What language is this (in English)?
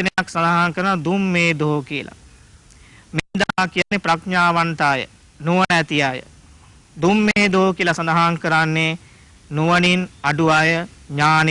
Sinhala